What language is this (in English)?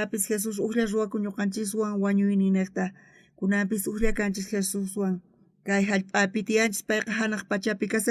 South Bolivian Quechua